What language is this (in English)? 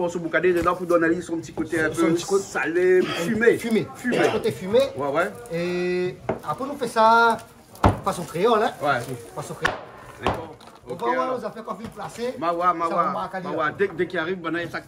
Réunion Creole French